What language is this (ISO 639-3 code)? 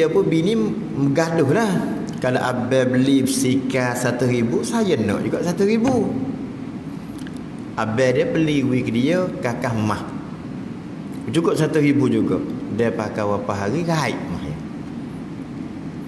msa